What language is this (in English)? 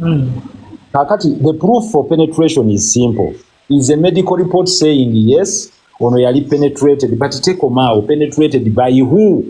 Ganda